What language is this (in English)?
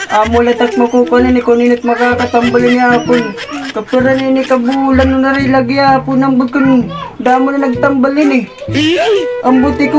Waray